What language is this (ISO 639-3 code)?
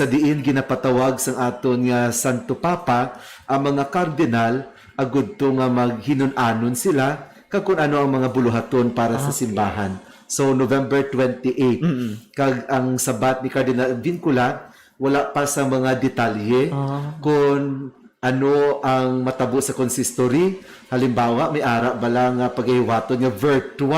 hil